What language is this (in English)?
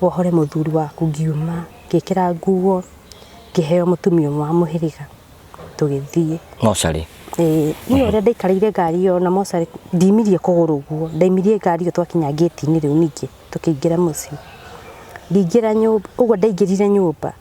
Kikuyu